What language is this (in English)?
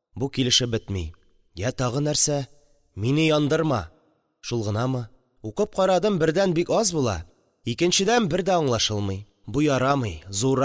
Tatar